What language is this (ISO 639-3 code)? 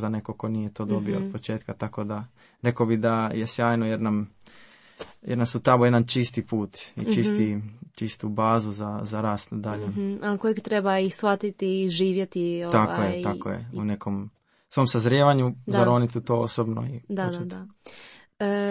hrv